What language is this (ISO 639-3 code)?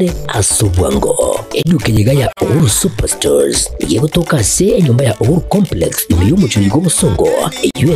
guz